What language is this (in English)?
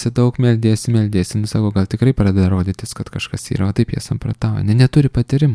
Lithuanian